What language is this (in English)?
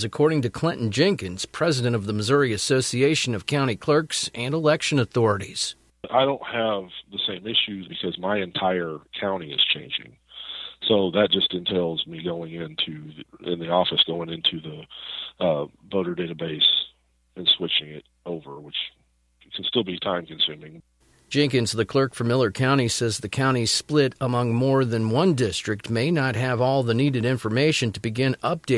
English